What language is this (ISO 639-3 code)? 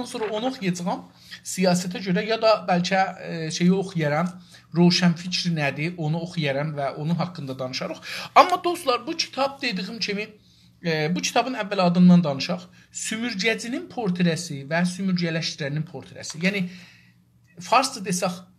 azb